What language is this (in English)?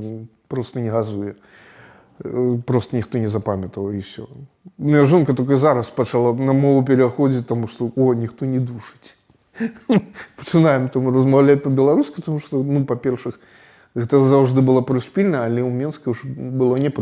Belarusian